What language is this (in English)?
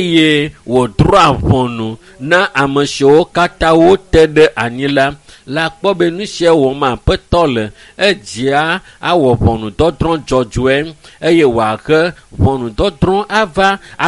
Ewe